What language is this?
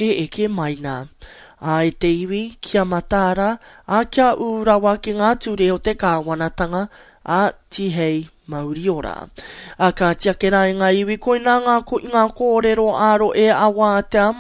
Māori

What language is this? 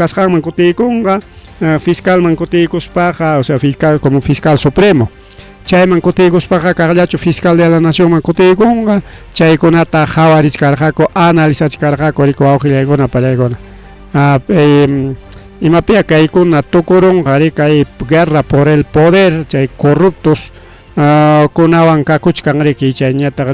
Ayacucho Quechua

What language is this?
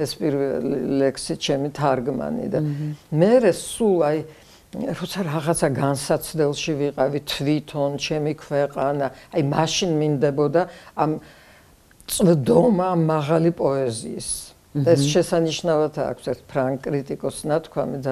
Georgian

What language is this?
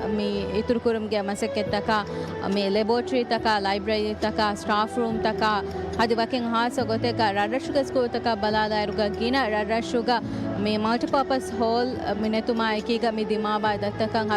Divehi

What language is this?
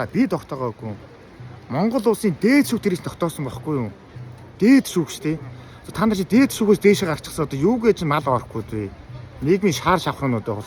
Mongolian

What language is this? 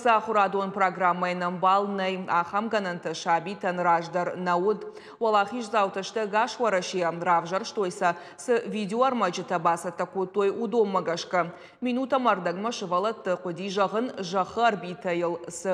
Ossetic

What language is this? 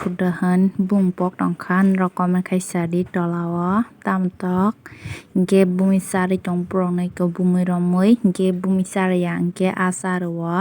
Kok Borok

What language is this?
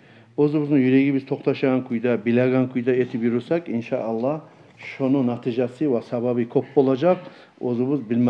Kumyk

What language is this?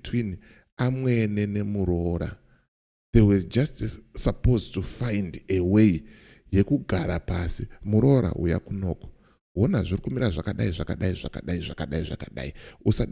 Shona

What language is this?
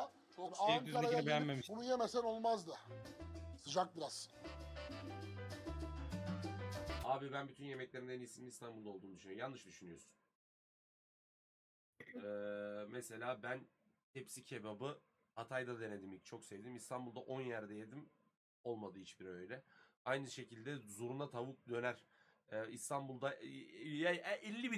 Turkish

